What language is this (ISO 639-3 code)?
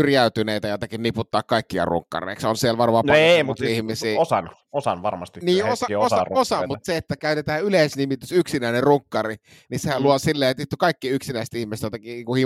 fin